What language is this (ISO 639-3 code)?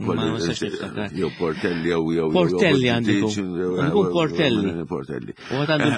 mlt